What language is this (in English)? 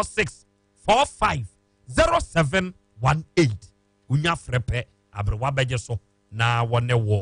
Akan